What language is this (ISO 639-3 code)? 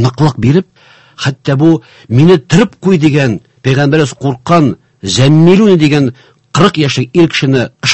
tat